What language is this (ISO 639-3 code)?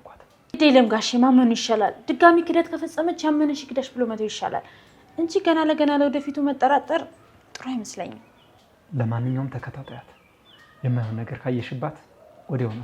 amh